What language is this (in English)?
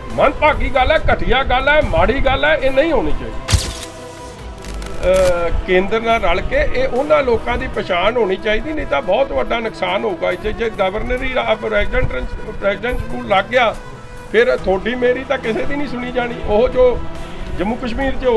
Punjabi